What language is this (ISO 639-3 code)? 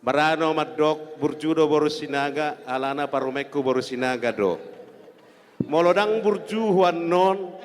bbc